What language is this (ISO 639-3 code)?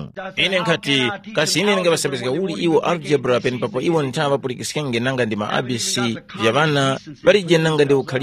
tum